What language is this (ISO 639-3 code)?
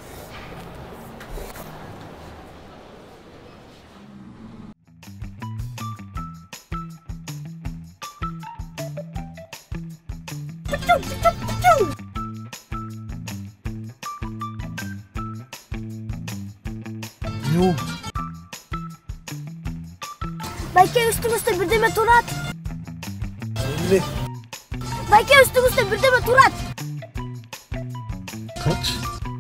kir